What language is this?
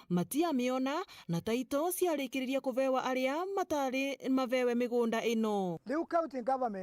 Meru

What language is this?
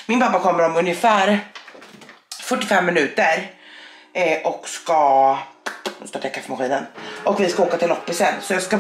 Swedish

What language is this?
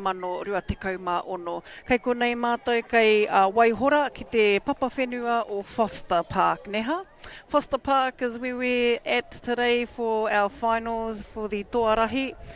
Māori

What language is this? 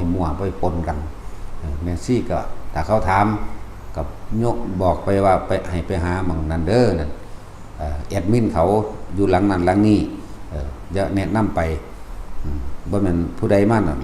Northeastern Thai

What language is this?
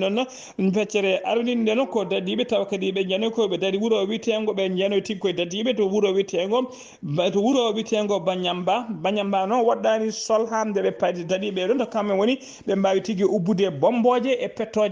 Fula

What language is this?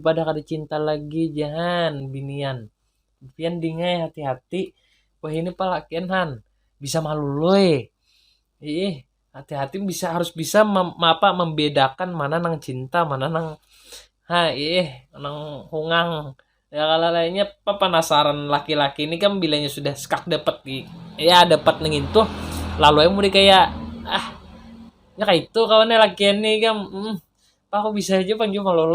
Banjar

